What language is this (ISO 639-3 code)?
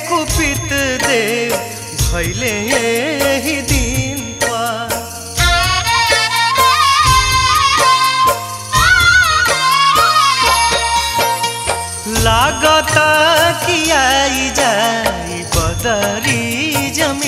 bho